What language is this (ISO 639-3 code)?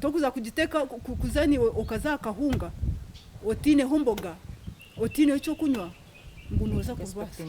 nyn